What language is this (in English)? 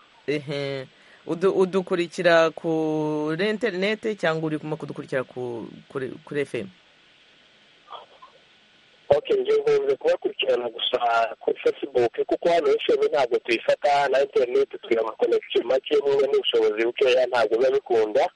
Kinyarwanda